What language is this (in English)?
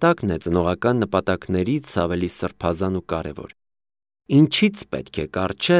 Armenian